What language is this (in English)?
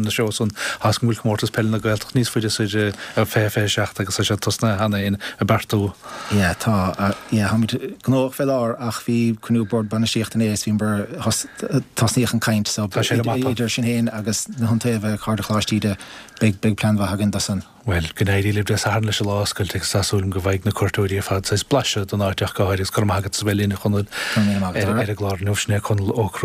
Irish